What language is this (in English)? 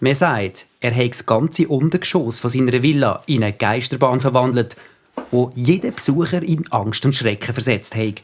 Swiss German